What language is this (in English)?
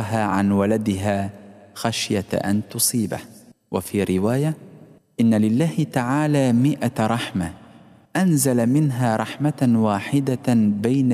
Arabic